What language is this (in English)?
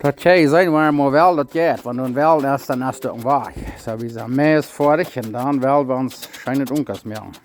Plautdietsch